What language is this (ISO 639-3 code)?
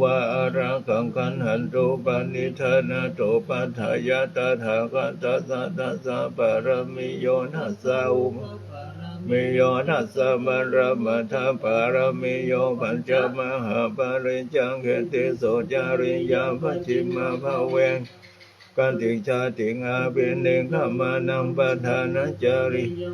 pli